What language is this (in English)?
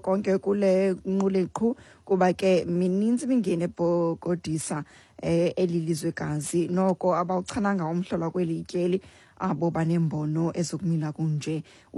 Xhosa